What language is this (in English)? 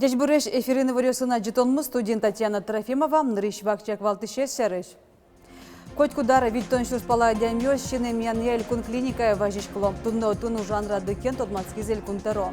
Udmurt